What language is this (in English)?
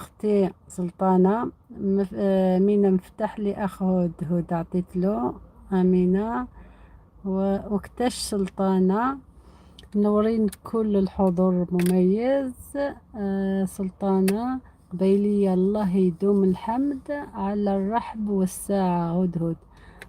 Algerian Arabic